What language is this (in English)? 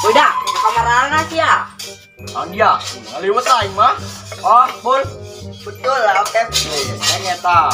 Sundanese